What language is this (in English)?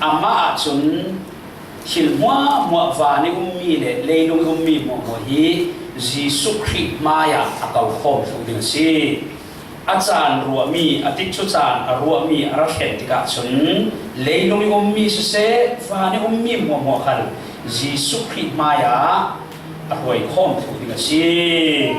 Falam Chin